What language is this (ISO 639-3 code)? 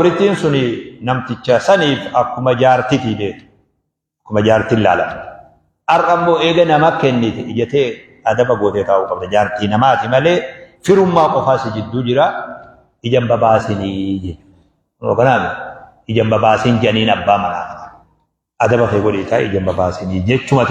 orm